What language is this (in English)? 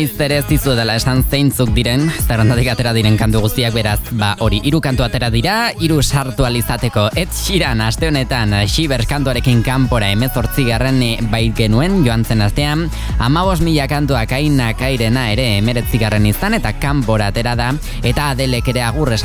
Basque